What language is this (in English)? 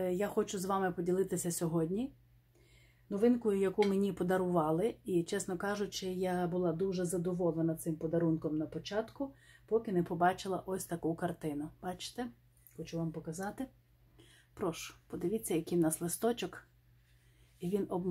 Ukrainian